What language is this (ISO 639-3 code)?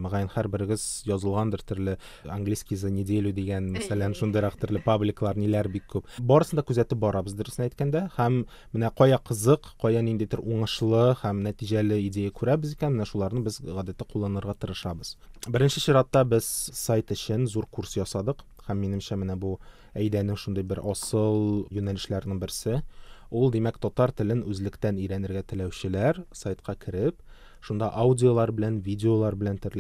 tat